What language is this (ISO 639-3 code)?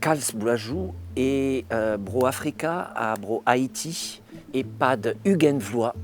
bre